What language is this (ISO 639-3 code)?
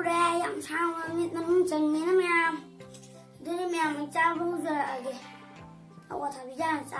mni